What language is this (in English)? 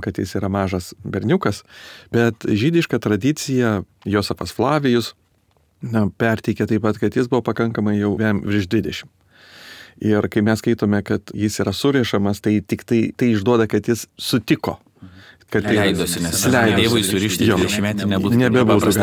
Lithuanian